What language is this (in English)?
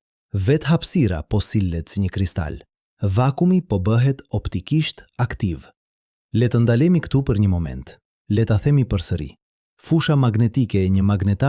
Albanian